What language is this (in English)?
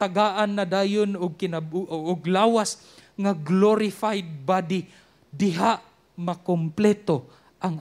Cebuano